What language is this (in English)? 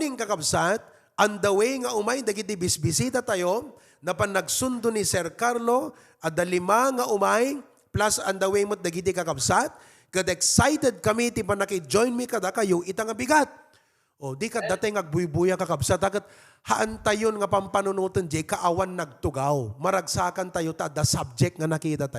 Iloko